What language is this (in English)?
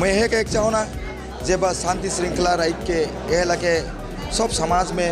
Sadri